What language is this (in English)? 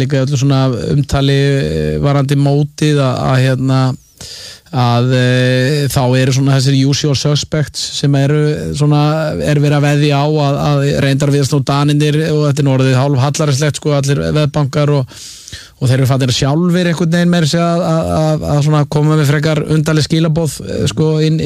Icelandic